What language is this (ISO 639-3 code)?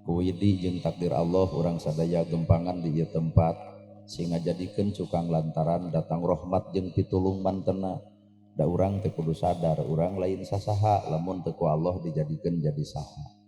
sun